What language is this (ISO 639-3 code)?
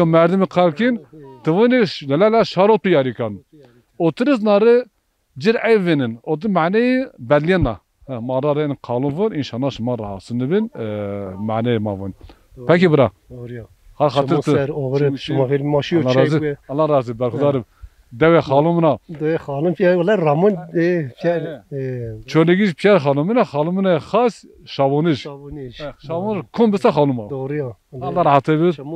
zza